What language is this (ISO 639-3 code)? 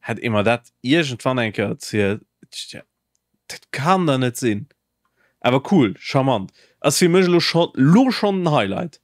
ltz